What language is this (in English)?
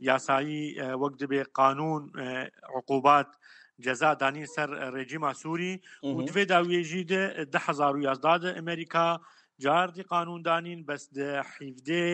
Kurdish